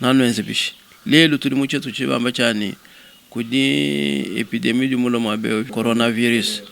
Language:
Luba-Lulua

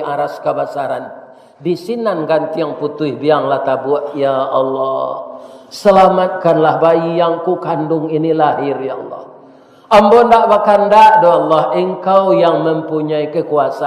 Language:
Minangkabau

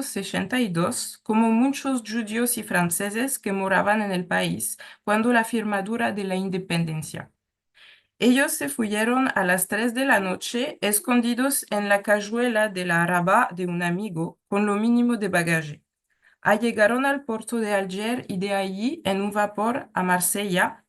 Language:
Ladino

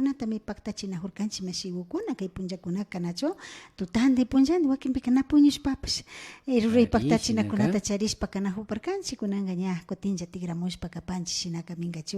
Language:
Imbabura Highland Quichua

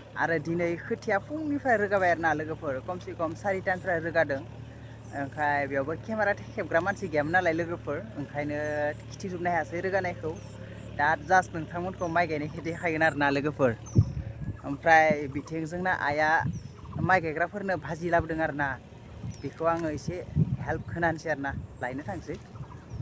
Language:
Bodo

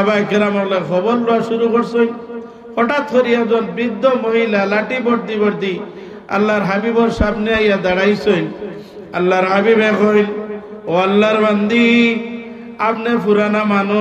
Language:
Sylheti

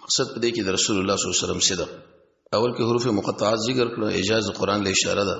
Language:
Pashto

